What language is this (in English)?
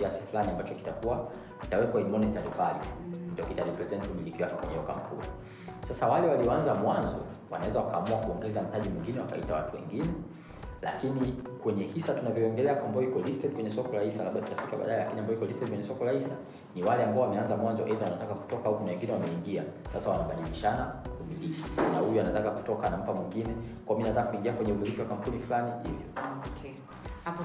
Swahili